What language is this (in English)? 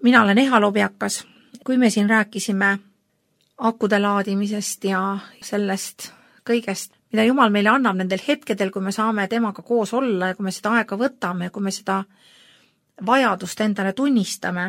Estonian